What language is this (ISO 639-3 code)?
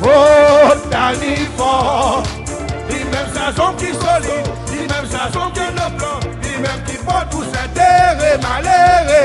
crs